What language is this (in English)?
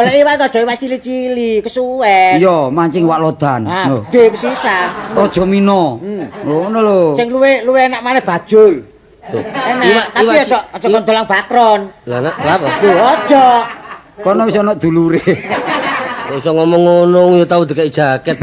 Javanese